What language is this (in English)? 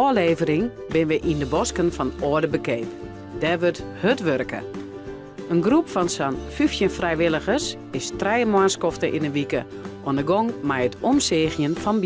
Western Frisian